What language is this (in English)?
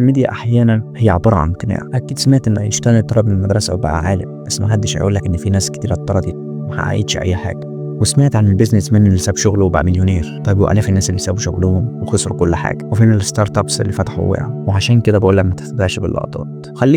Egyptian Arabic